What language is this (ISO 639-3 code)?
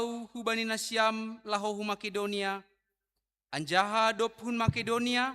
bts